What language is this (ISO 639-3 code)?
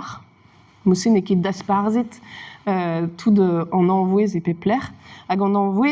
bre